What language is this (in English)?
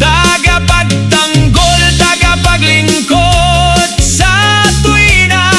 Bikol